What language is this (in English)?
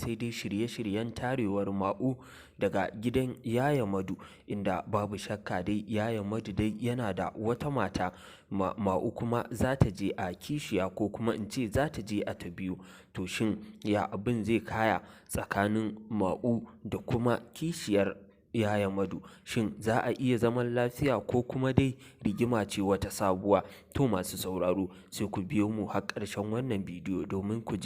Hausa